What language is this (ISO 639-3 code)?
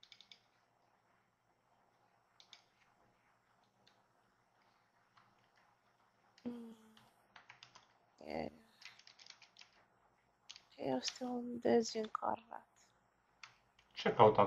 ron